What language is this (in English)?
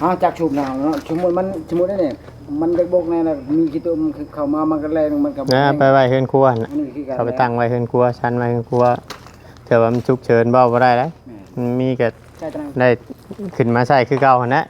Northeastern Thai